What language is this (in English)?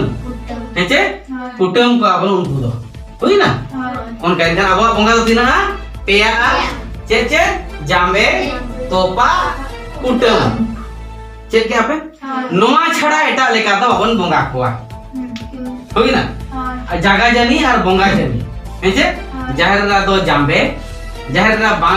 Santali